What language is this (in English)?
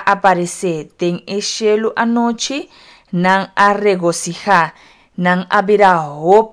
Papiamento